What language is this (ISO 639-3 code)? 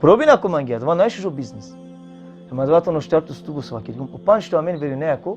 rmn